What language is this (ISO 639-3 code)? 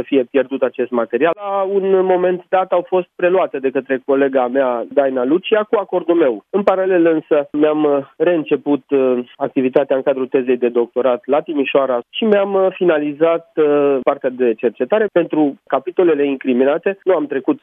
ron